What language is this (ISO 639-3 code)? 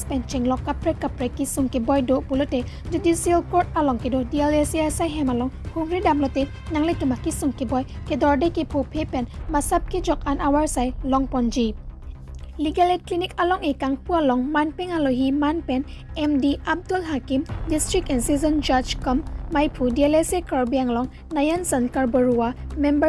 mjw